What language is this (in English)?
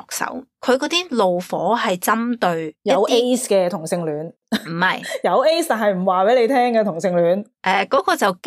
Cantonese